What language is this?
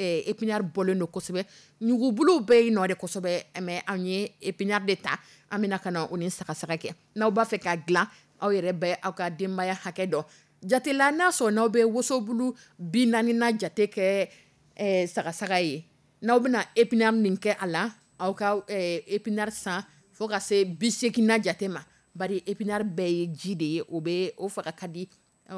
Dyula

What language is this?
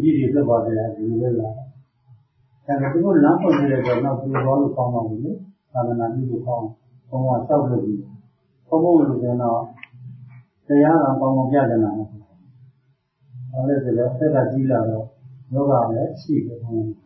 Burmese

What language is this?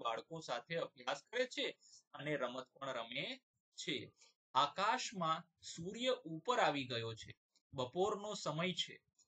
Gujarati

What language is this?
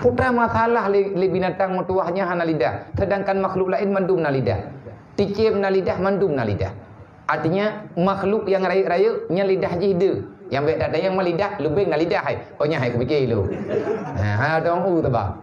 Achinese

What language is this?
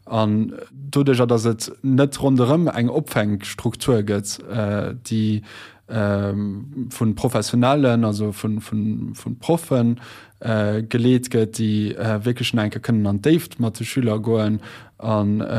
Luxembourgish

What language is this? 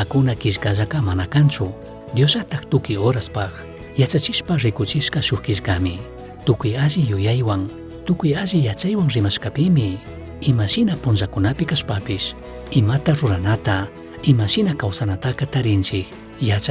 Chimborazo Highland Quichua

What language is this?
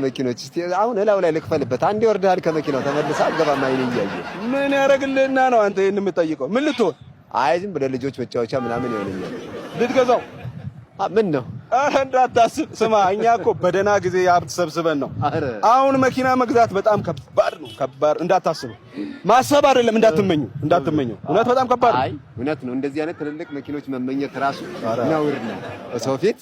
Amharic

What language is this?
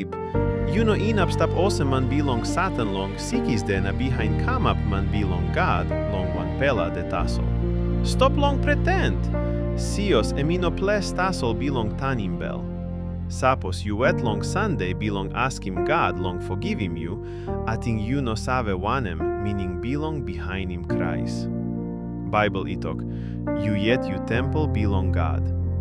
Tok Pisin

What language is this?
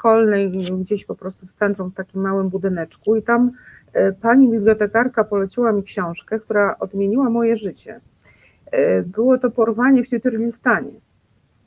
Polish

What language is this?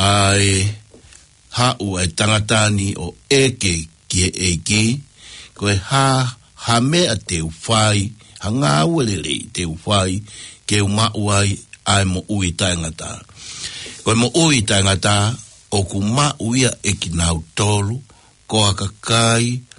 Tongan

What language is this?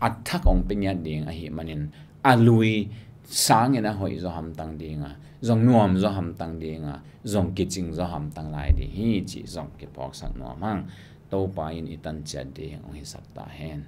Tedim Chin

